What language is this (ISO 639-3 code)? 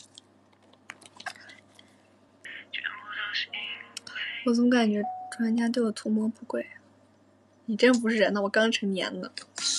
zho